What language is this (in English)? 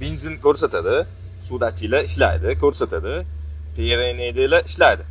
Uzbek